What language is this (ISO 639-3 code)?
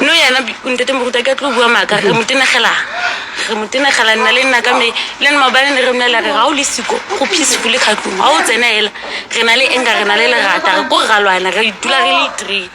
sot